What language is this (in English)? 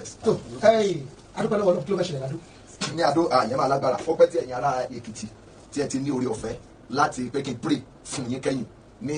Yoruba